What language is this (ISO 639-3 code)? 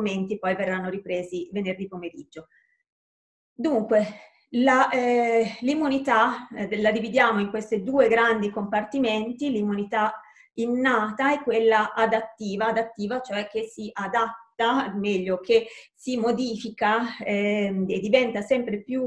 ita